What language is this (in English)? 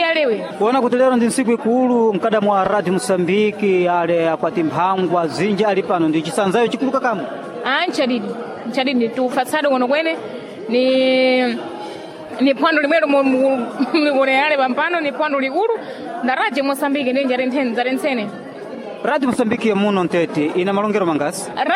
Sena